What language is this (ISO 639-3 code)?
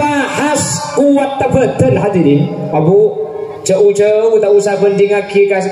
mad